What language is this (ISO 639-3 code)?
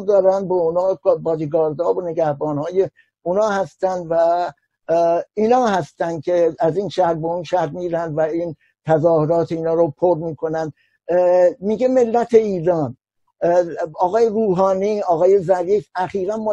fas